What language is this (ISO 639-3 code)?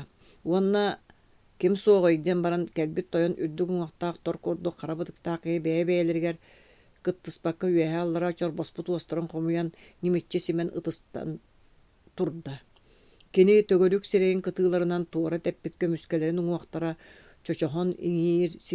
sah